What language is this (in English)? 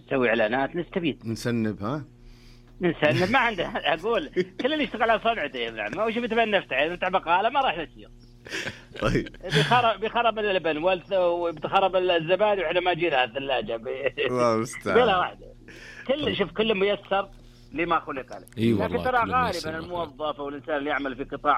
Najdi Arabic